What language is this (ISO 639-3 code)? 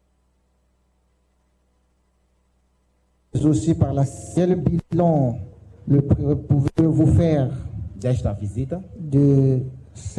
por